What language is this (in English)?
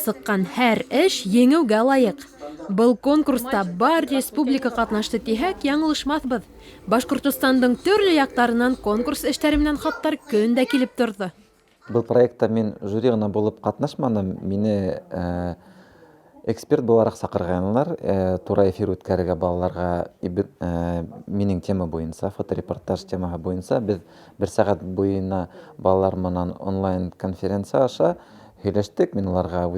Bashkir